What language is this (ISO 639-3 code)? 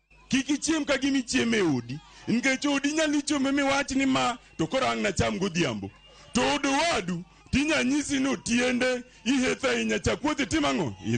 luo